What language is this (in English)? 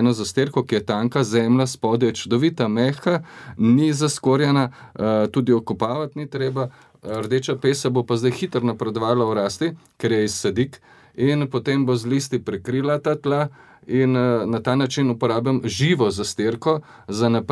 Slovenian